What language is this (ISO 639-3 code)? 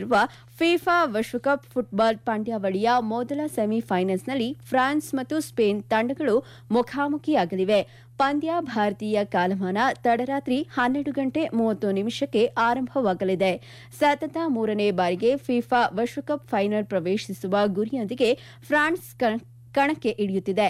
kan